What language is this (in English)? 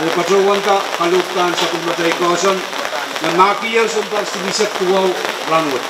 Pohnpeian